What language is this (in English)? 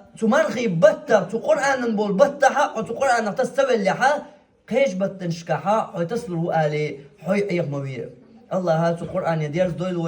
Chechen